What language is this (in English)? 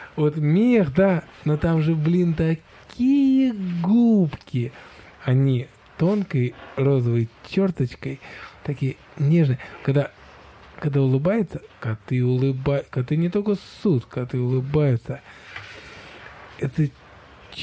Russian